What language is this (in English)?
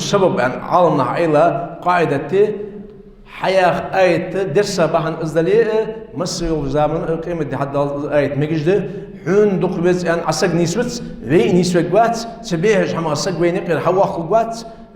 Ingush